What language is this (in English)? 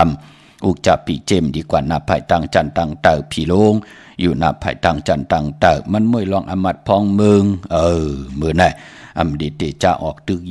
Shan